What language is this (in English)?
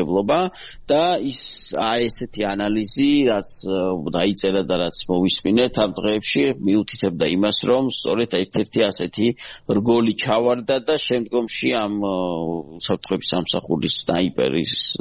Georgian